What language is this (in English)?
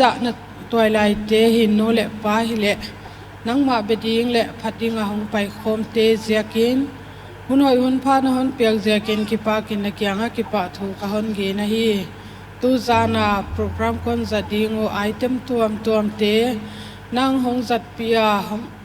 Paite Chin